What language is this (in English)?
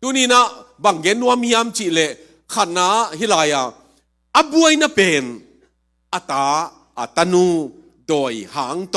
Tedim Chin